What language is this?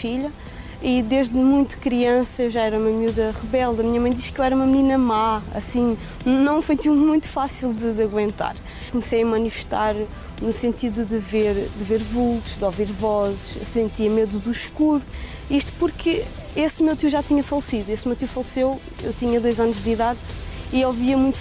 Portuguese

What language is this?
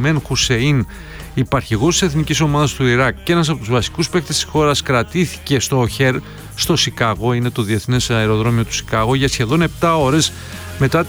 Greek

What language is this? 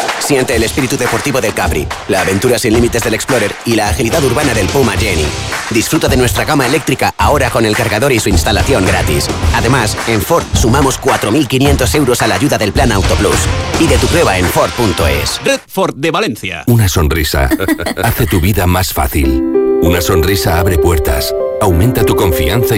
Spanish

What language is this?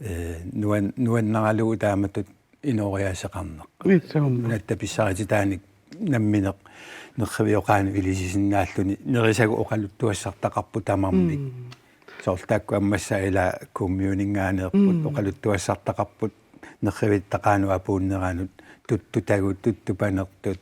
Kalaallisut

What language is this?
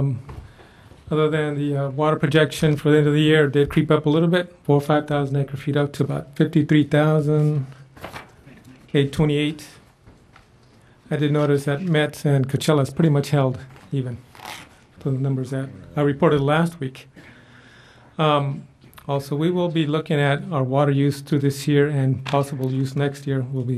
English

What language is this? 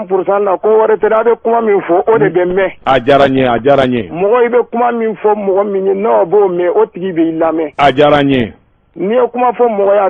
Bambara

